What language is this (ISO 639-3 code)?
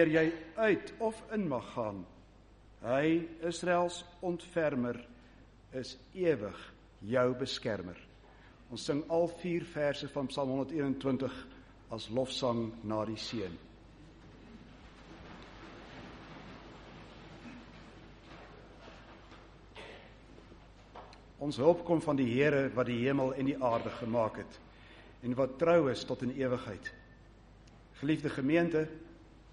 afr